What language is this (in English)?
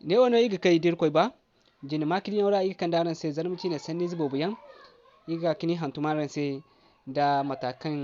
Zarma